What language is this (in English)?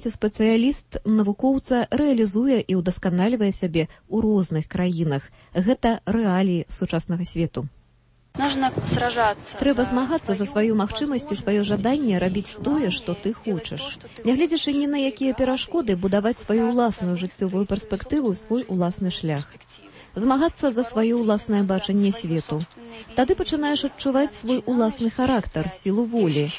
Belarusian